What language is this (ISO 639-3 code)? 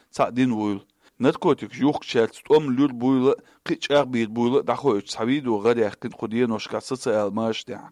che